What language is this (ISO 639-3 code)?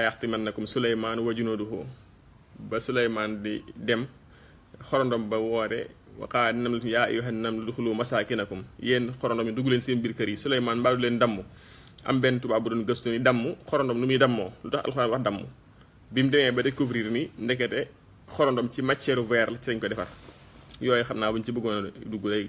wol